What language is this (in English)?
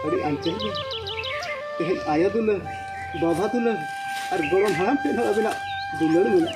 Santali